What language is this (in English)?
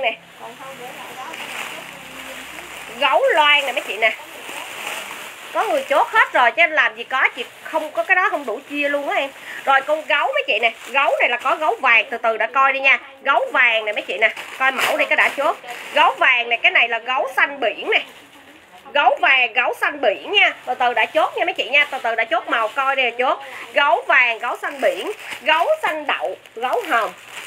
Vietnamese